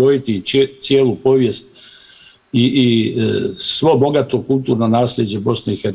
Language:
Bosnian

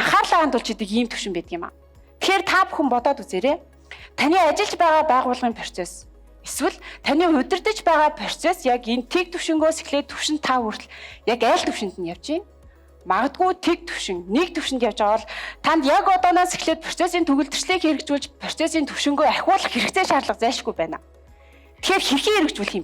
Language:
Mongolian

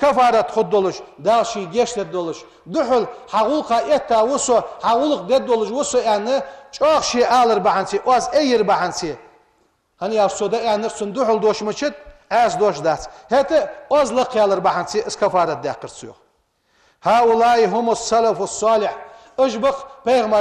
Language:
Ingush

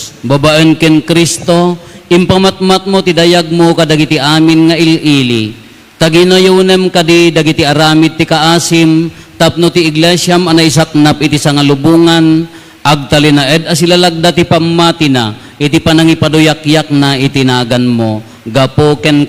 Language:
Iloko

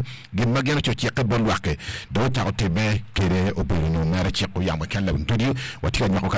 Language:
Acoli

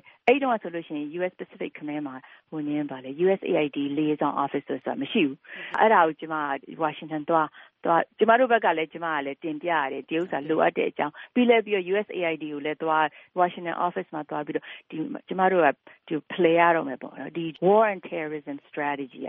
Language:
Burmese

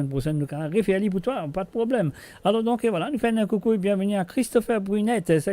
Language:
Morisyen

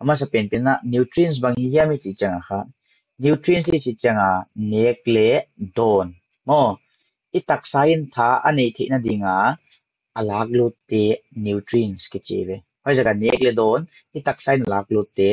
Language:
Paite Chin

